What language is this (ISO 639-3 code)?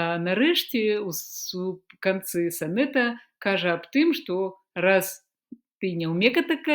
bel